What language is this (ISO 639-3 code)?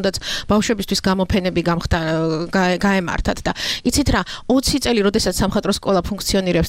kat